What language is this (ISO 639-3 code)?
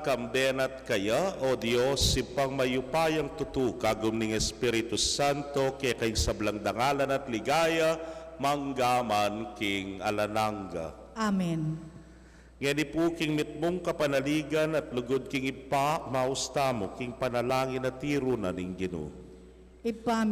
pam